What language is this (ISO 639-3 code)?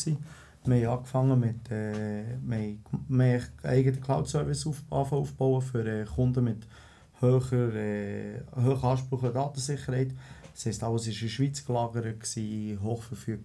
gsw